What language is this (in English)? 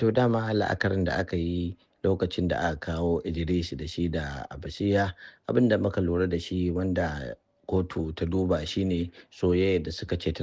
Hausa